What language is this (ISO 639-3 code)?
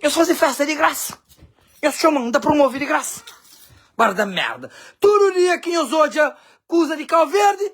kea